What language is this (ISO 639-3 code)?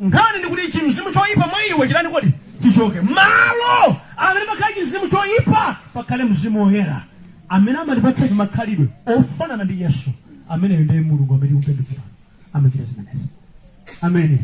nya